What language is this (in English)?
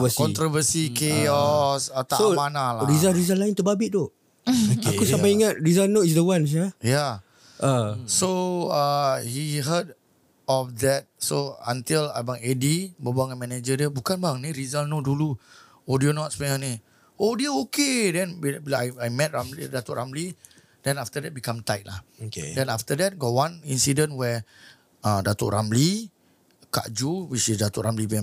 Malay